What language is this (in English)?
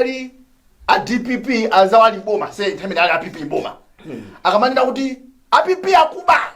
Nyanja